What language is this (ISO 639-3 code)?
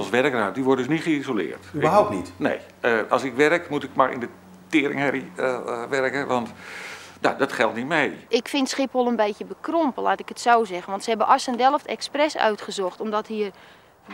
nld